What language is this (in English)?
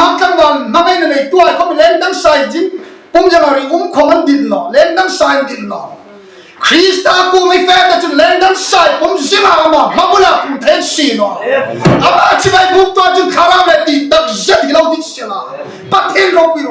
Hmar